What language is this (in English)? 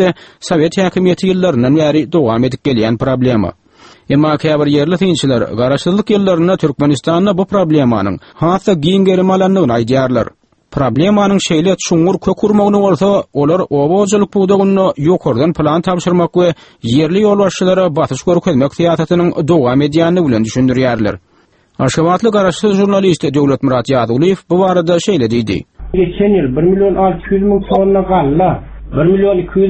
Turkmen